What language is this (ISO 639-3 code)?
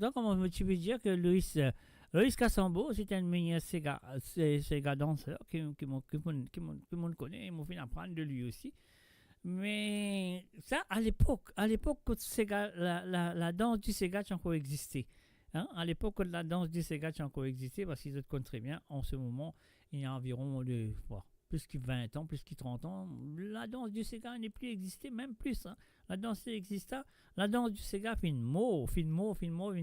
mfe